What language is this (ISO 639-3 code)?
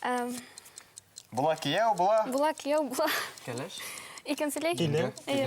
bak